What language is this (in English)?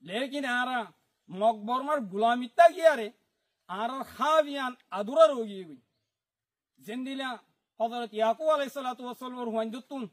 Rohingya